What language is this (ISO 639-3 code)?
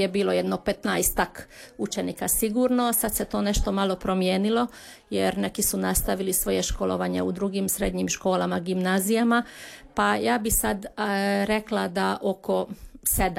hrv